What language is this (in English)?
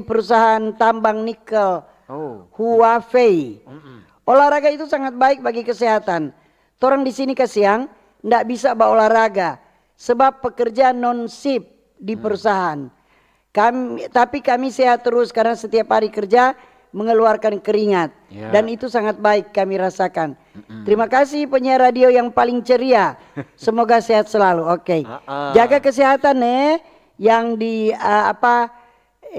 Manado Malay